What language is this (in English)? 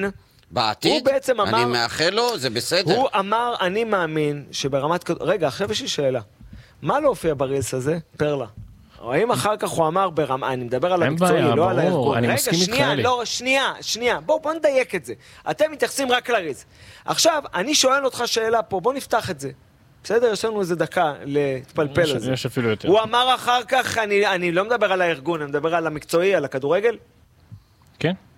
Hebrew